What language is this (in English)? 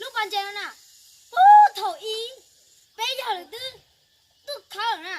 Hmong